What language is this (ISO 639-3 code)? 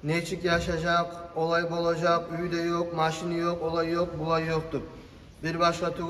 kum